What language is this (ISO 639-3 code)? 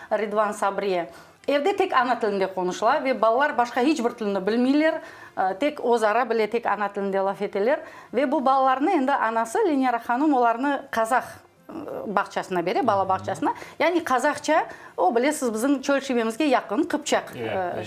crh